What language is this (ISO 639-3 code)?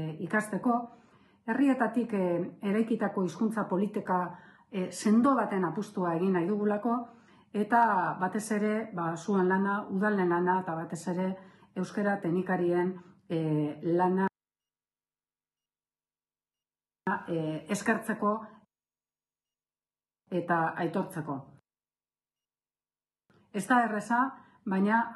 eus